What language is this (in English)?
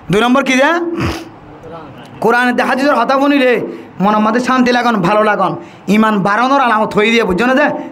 Rohingya